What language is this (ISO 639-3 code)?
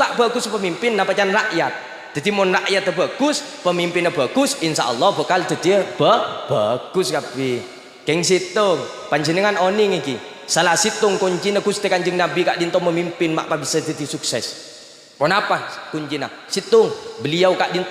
mad